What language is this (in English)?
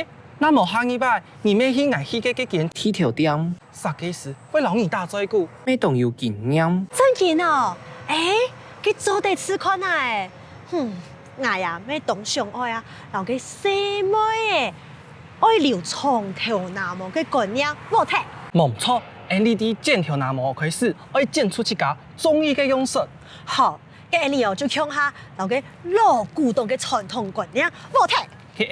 Hakka Chinese